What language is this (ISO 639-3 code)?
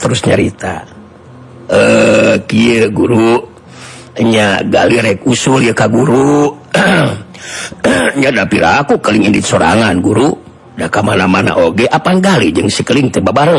sun